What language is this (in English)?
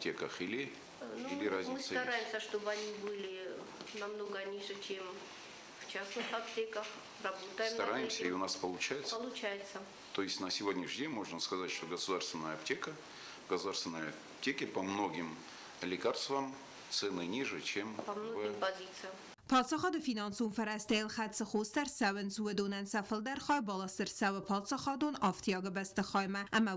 Ossetic